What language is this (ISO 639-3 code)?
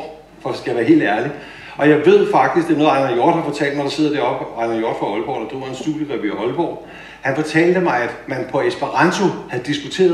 dan